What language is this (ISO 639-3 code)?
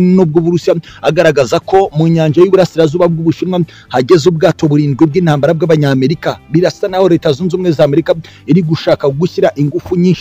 kin